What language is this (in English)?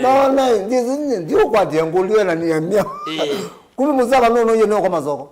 Kamba